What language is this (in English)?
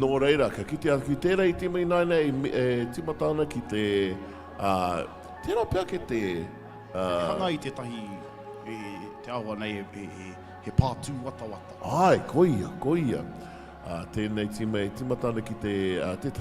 Māori